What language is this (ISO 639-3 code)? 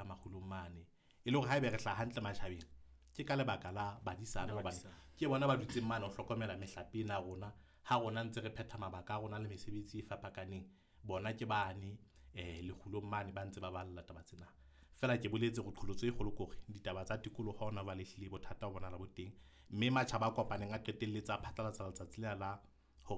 sot